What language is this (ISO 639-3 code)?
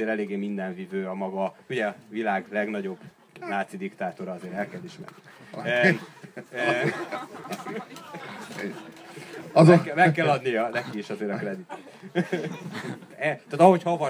hun